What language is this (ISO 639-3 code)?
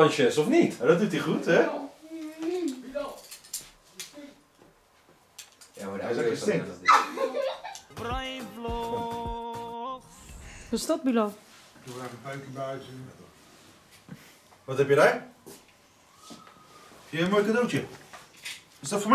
nld